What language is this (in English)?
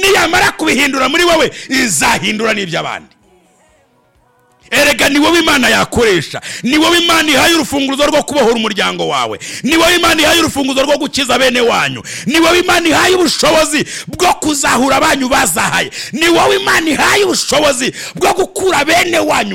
Rundi